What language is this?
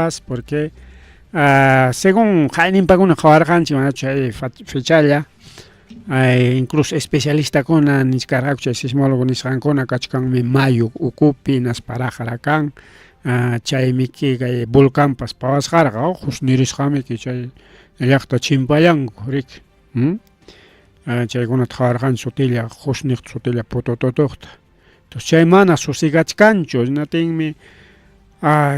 Ayacucho Quechua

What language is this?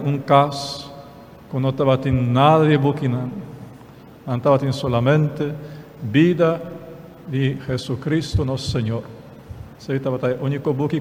Papiamento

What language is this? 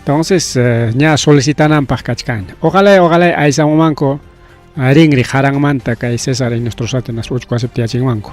Ayacucho Quechua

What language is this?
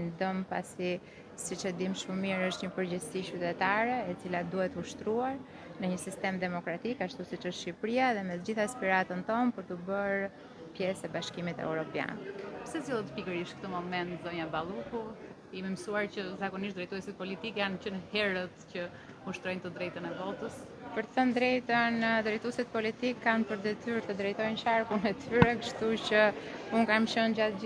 Albanian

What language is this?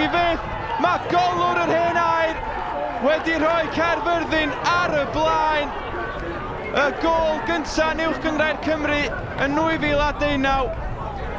Welsh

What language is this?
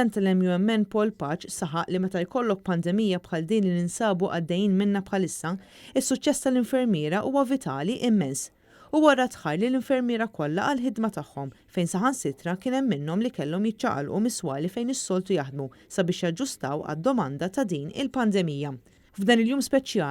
Maltese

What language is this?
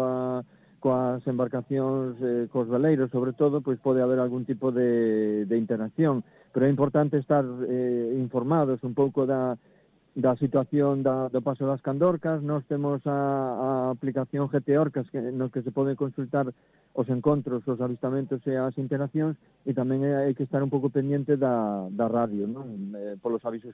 Galician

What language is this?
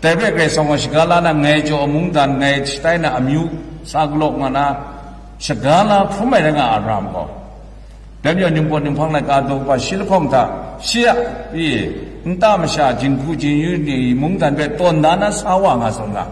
Kachin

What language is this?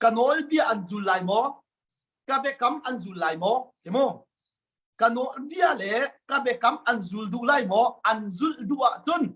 Hakha Chin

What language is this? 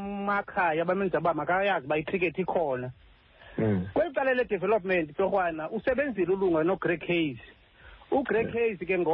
Xhosa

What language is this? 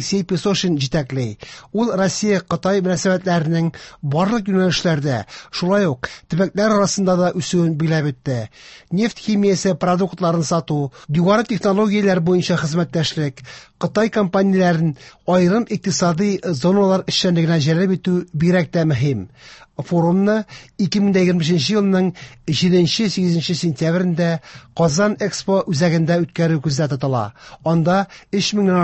Tatar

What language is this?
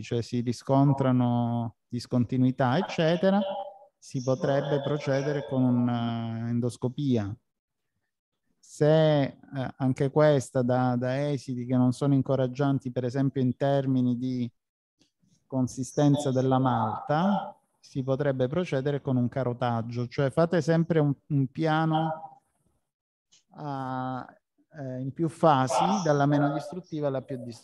Italian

